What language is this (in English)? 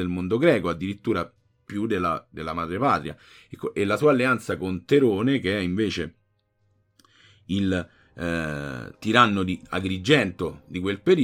Italian